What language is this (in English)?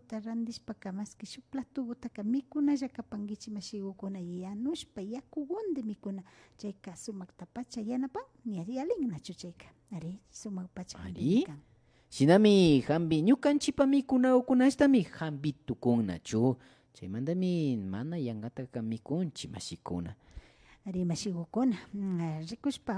Imbabura Highland Quichua